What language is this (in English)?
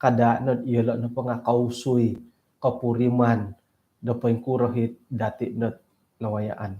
Central Dusun